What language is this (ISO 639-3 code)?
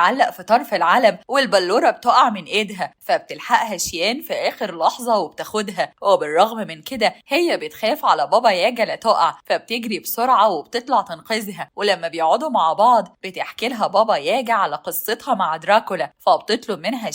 arz